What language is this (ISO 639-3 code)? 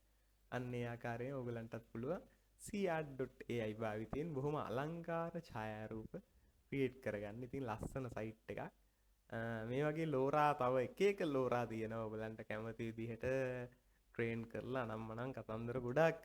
sin